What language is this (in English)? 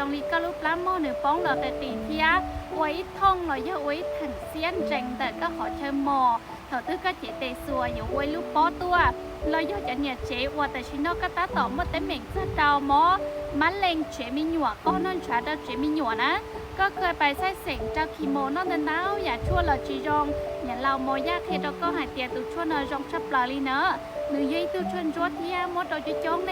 Hmong